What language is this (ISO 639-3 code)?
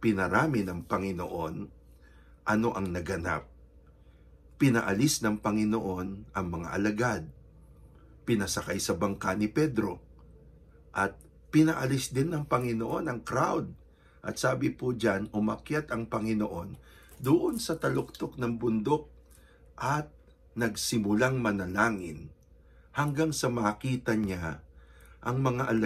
fil